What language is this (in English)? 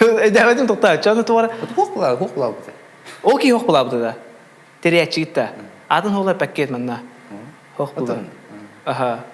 Yakut